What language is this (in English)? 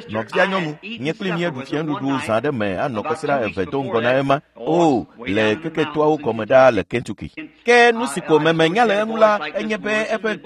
Ewe